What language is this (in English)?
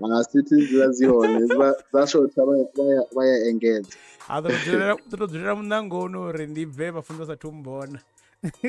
Venda